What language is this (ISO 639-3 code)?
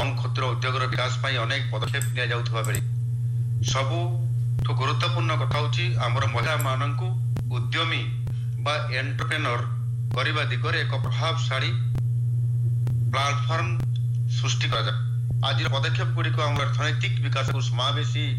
ori